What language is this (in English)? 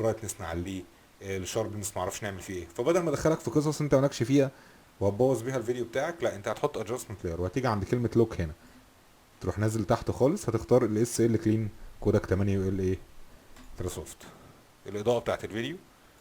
Egyptian Arabic